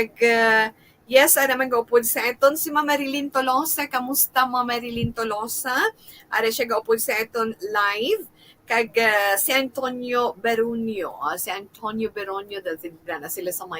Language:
Hiligaynon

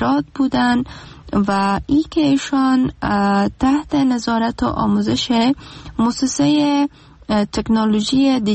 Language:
Persian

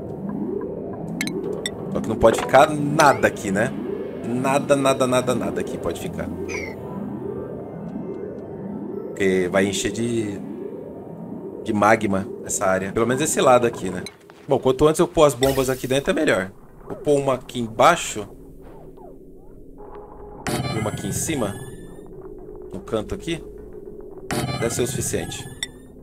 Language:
Portuguese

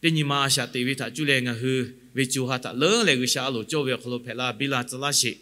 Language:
Lahu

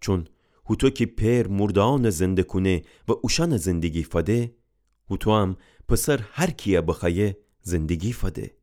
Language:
Gilaki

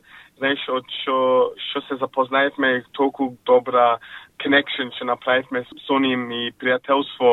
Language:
Macedonian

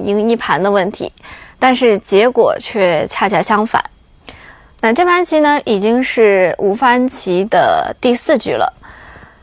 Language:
Chinese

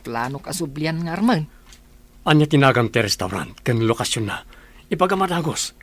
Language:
Iloko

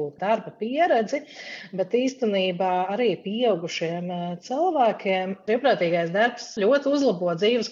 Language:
Latvian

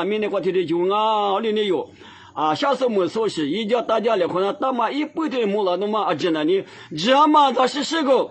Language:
Lisu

